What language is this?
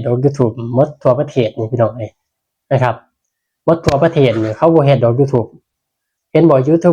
Northeastern Thai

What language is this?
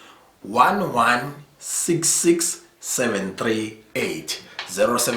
Zulu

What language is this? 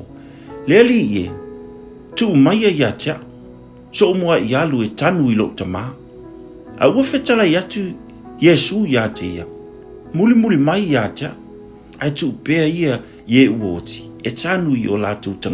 Samoan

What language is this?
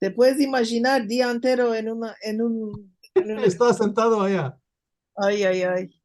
Ladino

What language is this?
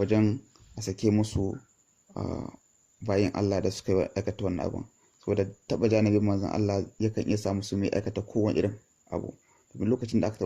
Hausa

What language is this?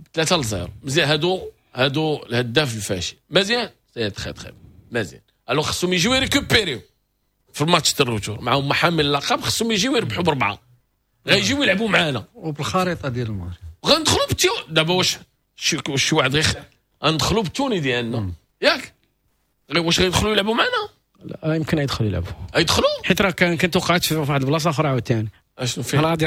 Moroccan Arabic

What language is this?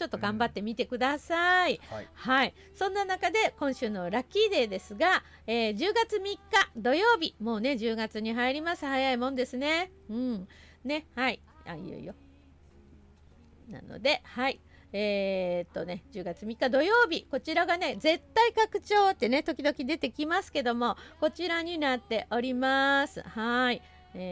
Japanese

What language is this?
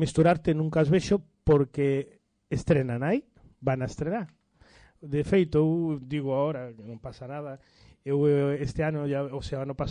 Galician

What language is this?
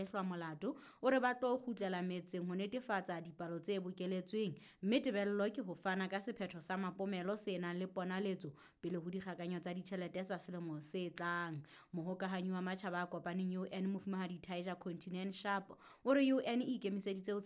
Southern Sotho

